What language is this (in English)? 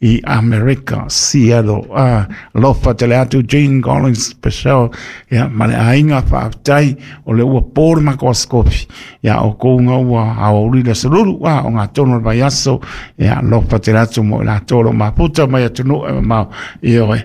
Samoan